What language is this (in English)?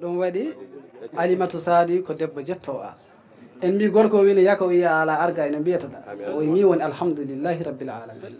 Fula